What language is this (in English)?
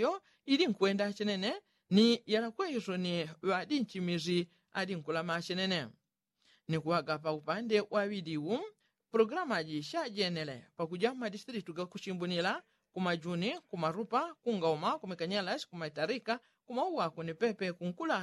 Yao